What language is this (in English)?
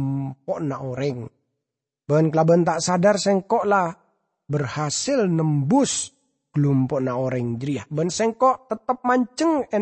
Madurese